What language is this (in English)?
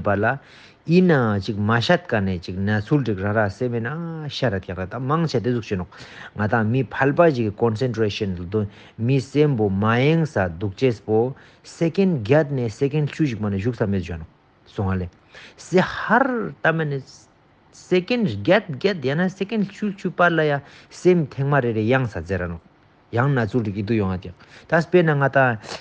Ladakhi